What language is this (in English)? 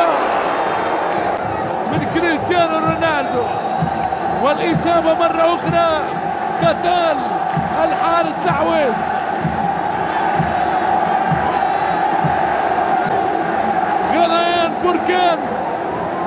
Arabic